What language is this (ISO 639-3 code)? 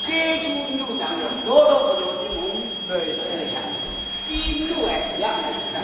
kac